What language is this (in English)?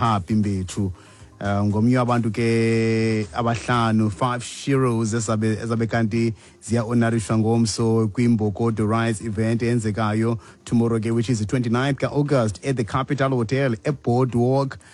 Xhosa